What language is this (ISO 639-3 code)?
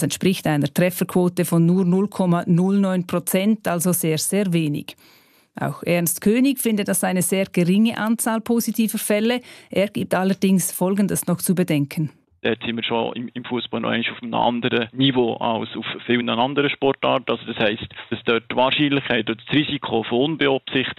deu